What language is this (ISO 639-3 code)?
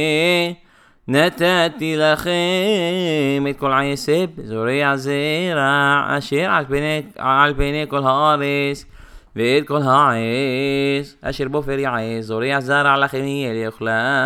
heb